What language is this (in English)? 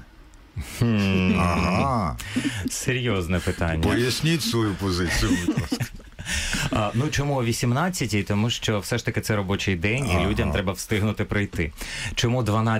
Ukrainian